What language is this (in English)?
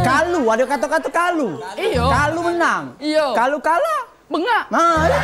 Musi